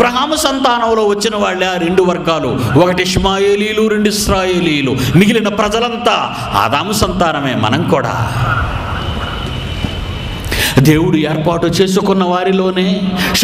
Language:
Telugu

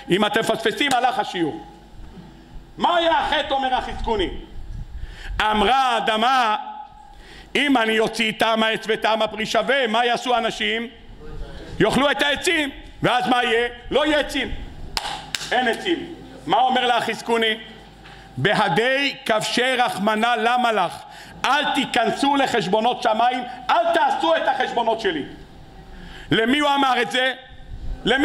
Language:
Hebrew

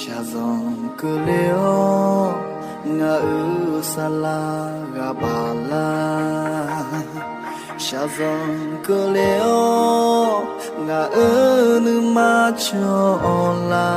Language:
Akha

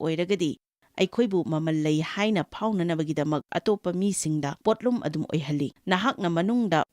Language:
Manipuri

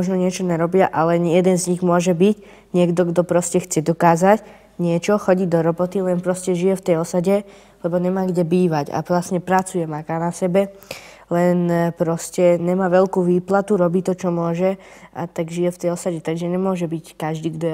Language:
Slovak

